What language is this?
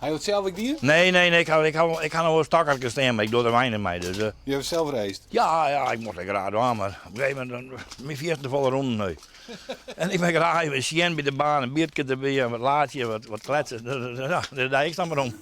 Western Frisian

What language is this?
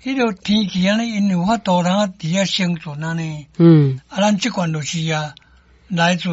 Min Nan Chinese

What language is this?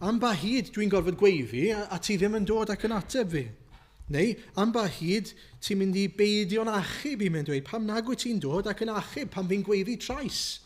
Welsh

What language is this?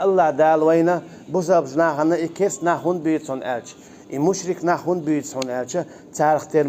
Chechen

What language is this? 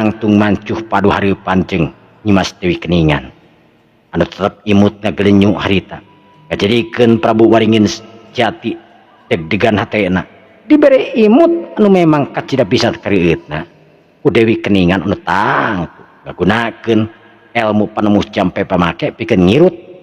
Sundanese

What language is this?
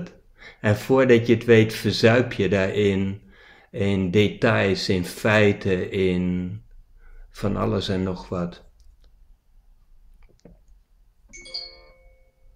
Dutch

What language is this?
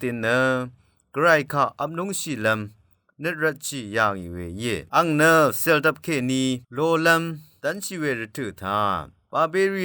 Rawang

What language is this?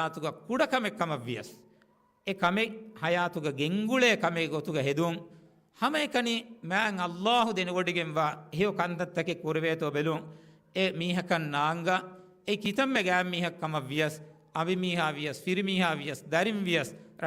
Divehi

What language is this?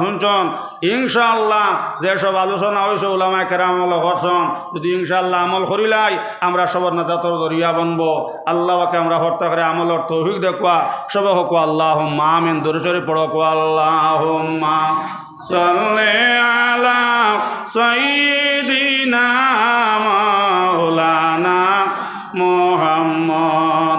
Sylheti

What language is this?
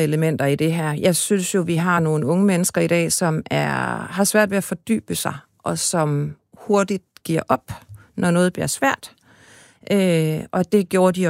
Danish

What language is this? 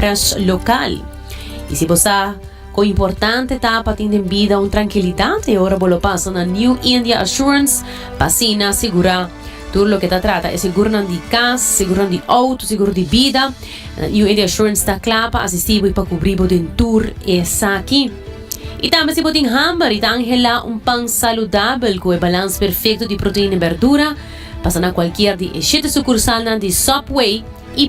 Papiamento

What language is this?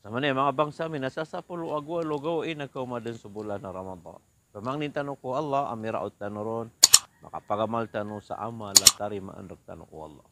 Maranao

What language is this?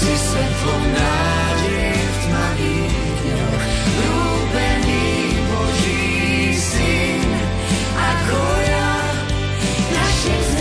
Slovak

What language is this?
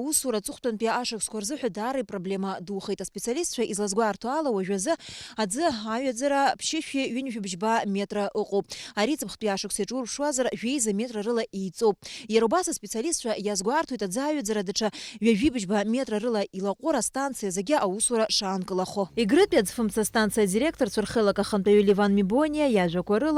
Abkhazian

